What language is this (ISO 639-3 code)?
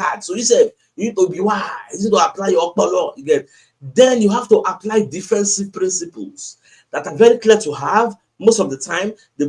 pcm